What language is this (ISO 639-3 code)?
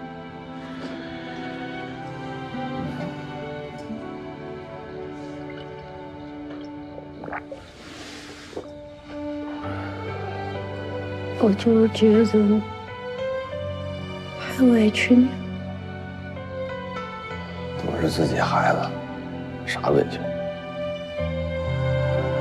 zho